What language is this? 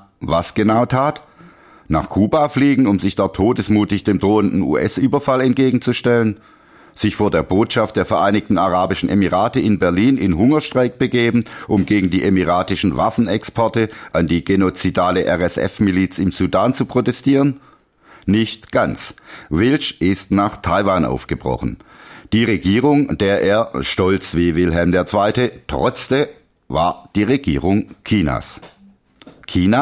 German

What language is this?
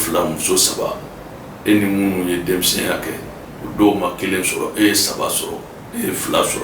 Bambara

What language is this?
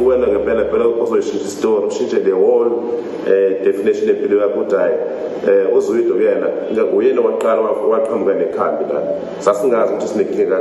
Zulu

